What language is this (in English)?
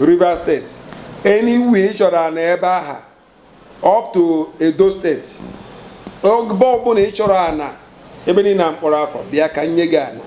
Igbo